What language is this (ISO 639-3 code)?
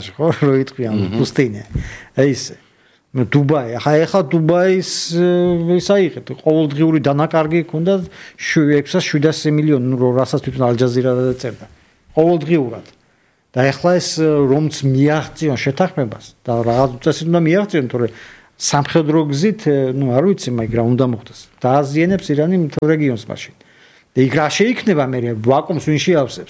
kat